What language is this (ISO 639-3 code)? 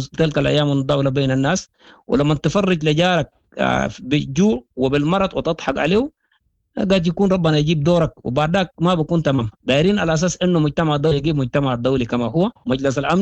apd